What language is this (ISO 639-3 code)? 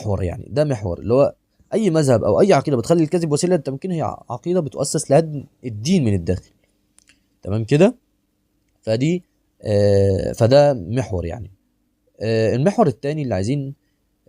arz